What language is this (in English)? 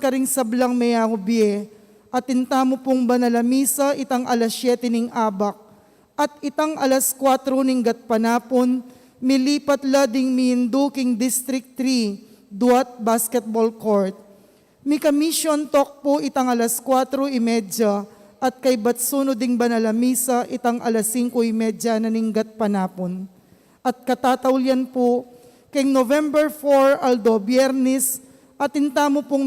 Pampanga